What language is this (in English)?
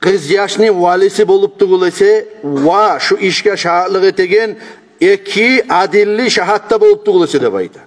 Kumyk